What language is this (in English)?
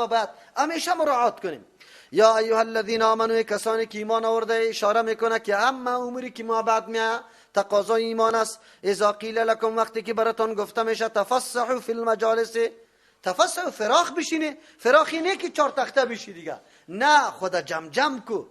Persian